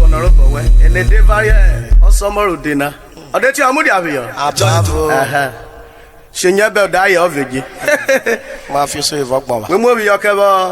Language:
Urhobo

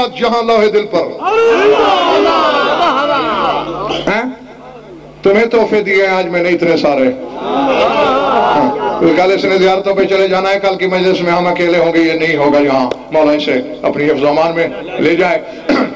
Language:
Urdu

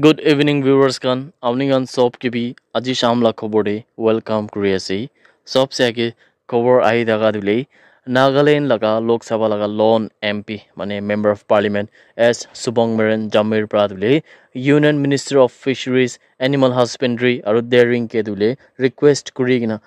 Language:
Naga Pidgin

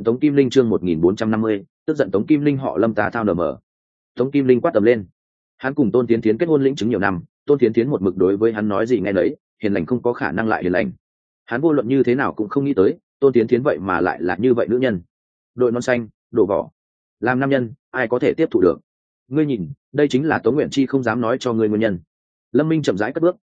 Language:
Vietnamese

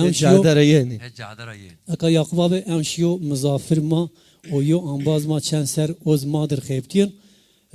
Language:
Zaza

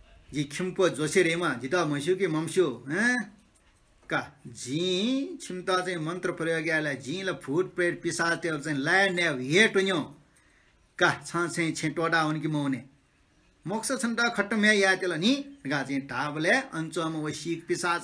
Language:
Newari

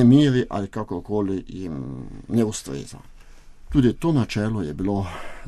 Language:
Slovenian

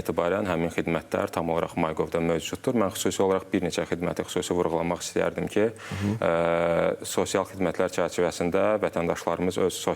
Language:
Azerbaijani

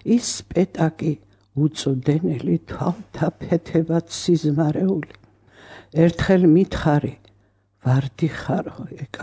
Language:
Georgian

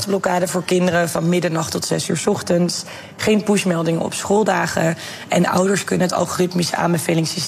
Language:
Dutch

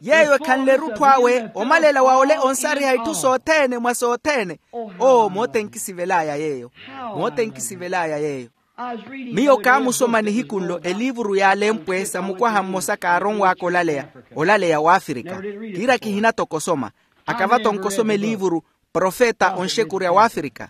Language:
Makhuwa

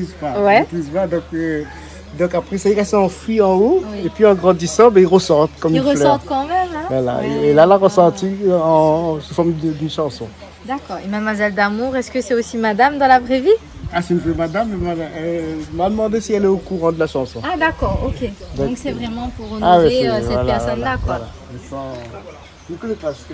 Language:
Réunion Creole French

